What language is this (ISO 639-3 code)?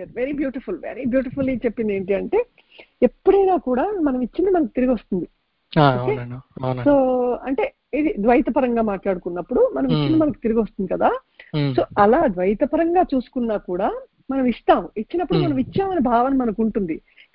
tel